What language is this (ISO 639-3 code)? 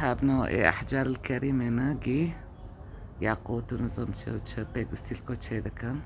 kur